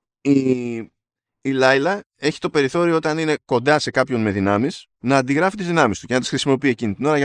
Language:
Greek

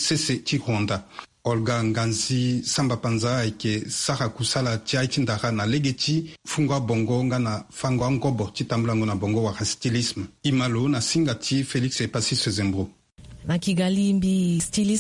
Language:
Sango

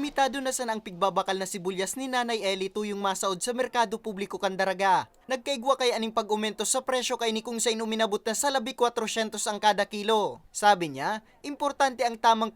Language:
Bikol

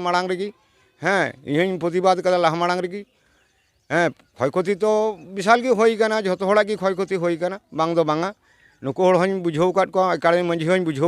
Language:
Santali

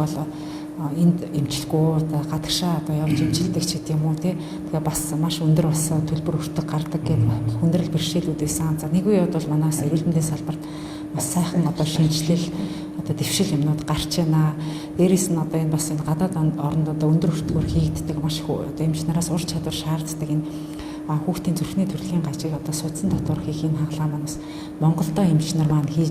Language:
Mongolian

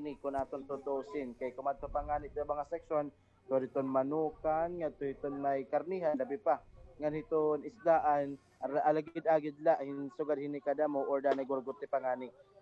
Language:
Waray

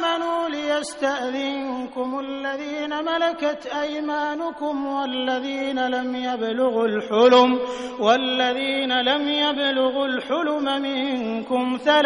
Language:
Arabic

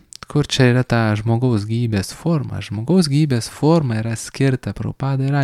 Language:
Lithuanian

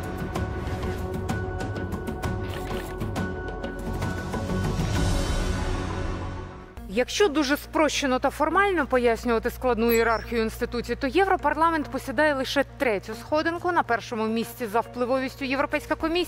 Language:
Ukrainian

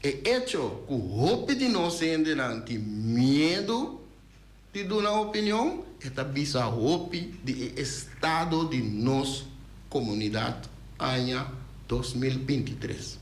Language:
Papiamento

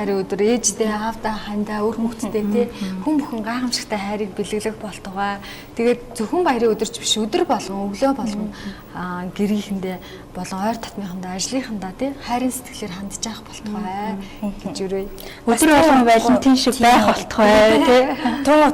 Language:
Mongolian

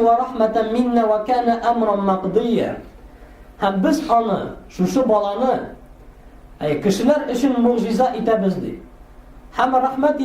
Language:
Tatar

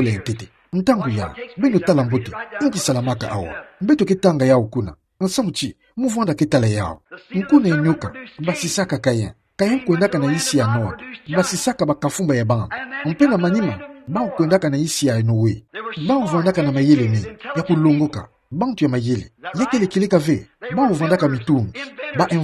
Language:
Kituba (Democratic Republic of Congo)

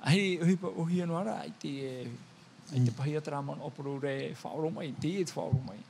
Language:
Tahitian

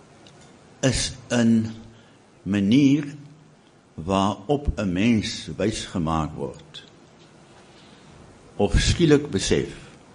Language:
Afrikaans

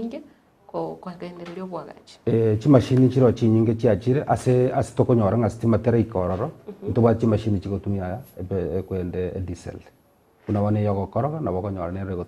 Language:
Gusii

